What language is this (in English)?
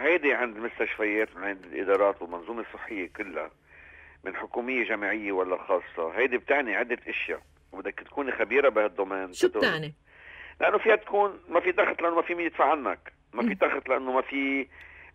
North Levantine Arabic